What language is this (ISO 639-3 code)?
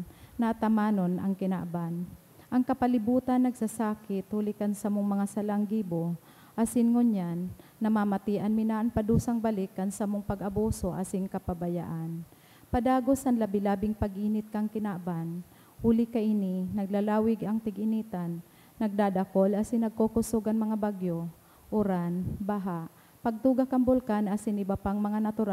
bik